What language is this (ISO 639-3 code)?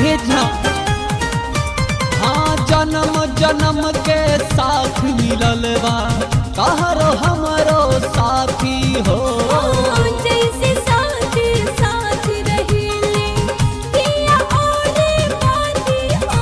bho